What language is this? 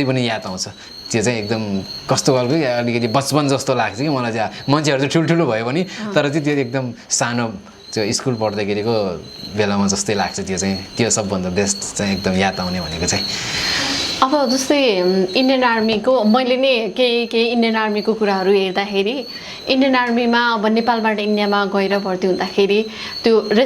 Nepali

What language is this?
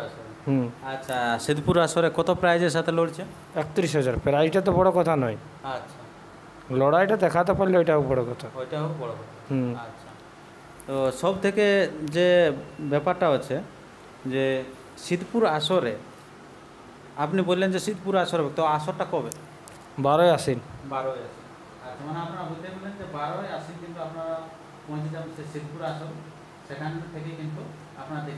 Bangla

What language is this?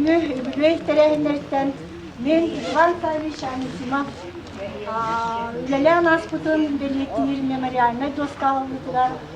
Yakut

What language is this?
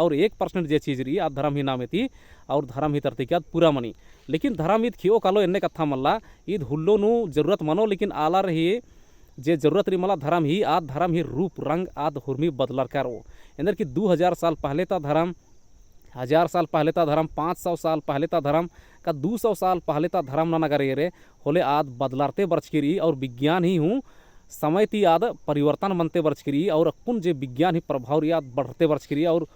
Kurukh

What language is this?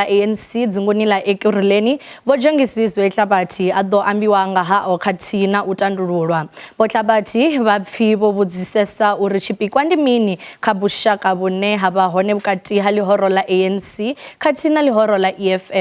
Venda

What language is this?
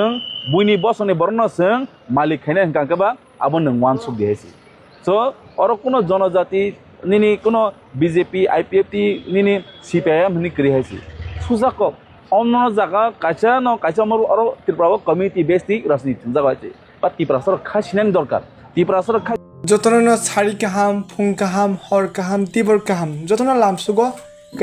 Kok Borok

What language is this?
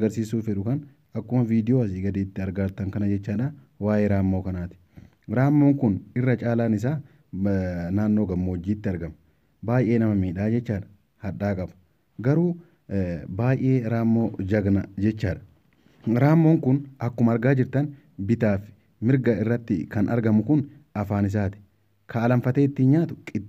Oromo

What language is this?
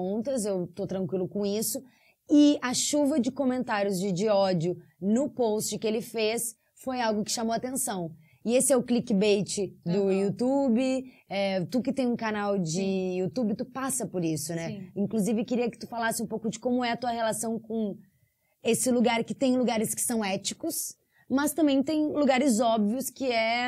Portuguese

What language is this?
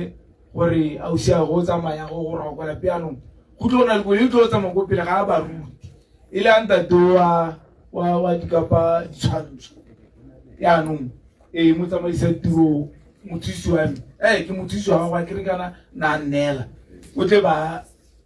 Tswana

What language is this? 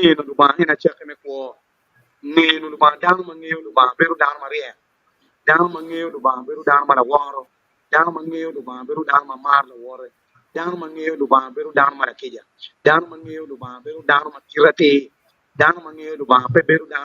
Acoli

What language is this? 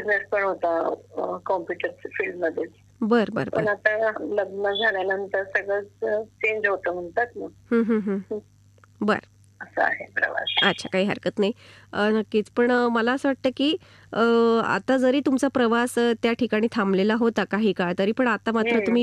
Marathi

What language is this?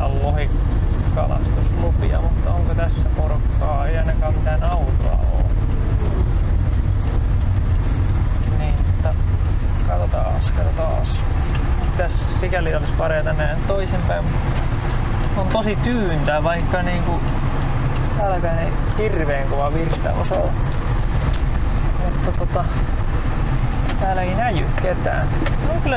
Finnish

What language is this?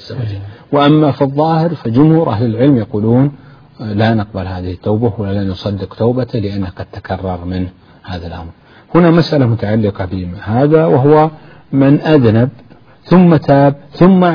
Arabic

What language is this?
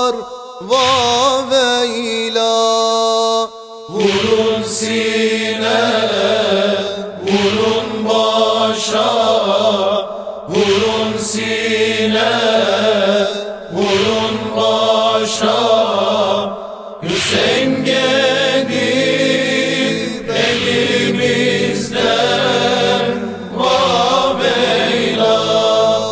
Turkish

